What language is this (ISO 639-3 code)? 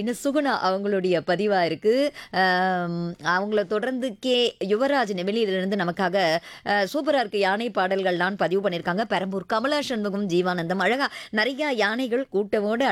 tam